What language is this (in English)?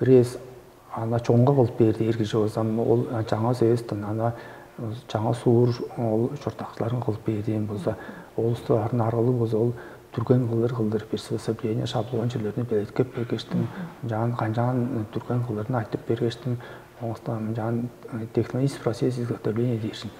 Tuvinian